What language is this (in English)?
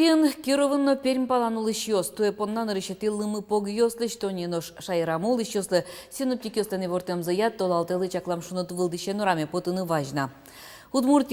Udmurt